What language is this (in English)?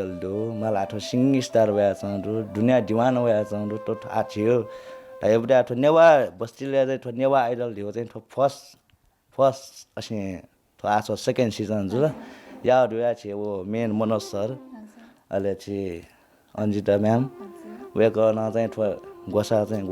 Newari